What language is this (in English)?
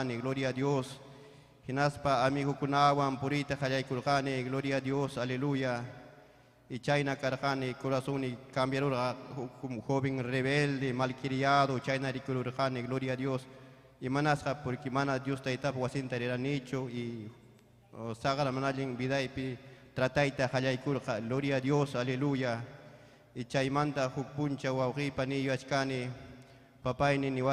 Ayacucho Quechua